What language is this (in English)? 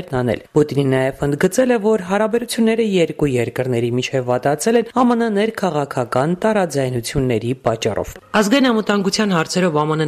Armenian